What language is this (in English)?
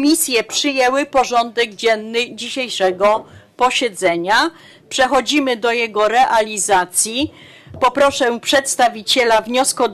Polish